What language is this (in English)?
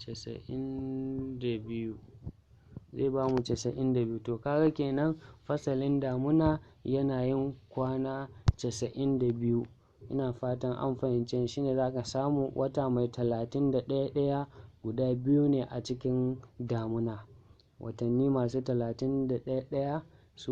Hausa